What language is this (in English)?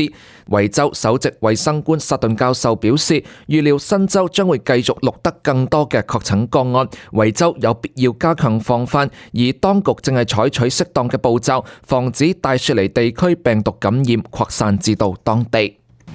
Cantonese